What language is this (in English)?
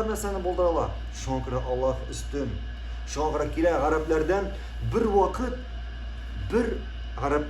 Tatar